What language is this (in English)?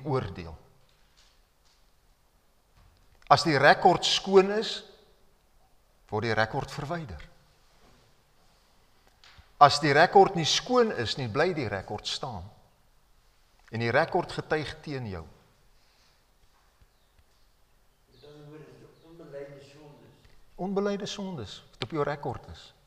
Afrikaans